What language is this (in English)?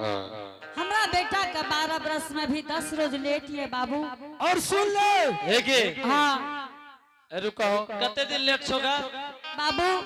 Angika